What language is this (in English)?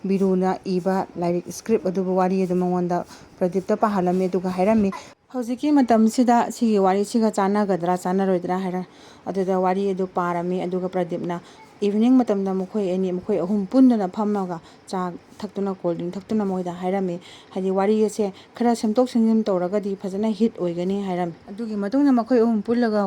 Manipuri